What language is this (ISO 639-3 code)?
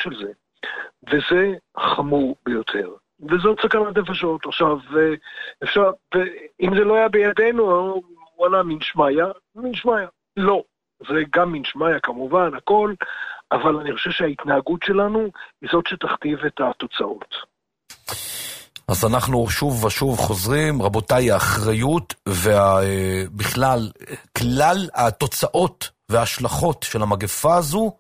heb